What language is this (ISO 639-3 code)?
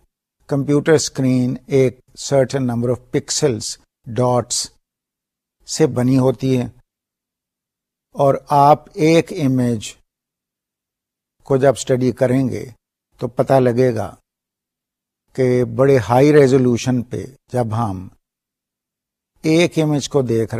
urd